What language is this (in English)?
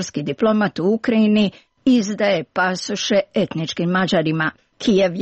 Serbian